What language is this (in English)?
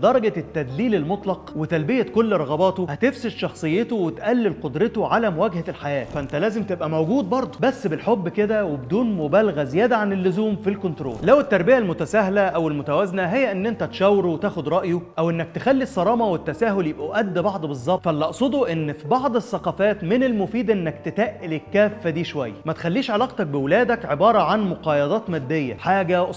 Egyptian Arabic